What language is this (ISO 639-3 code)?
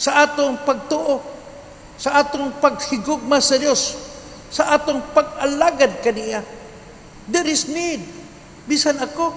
ceb